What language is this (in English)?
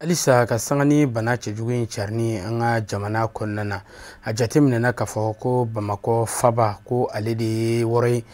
Bambara